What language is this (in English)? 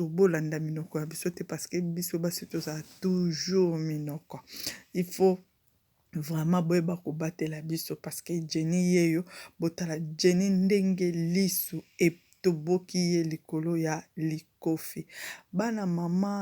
Lingala